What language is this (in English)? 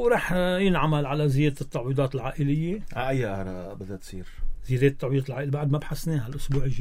North Levantine Arabic